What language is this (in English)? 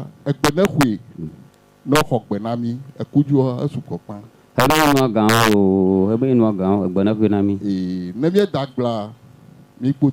Ewe